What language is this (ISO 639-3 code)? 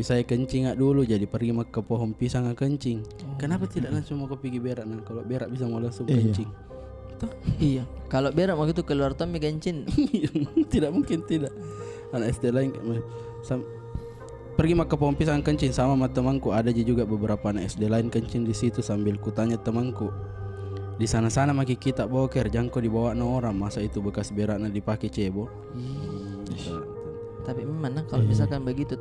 mfp